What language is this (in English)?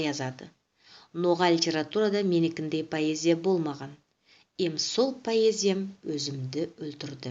Nogai